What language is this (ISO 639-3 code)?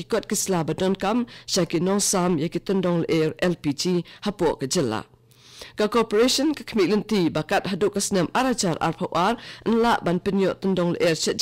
kha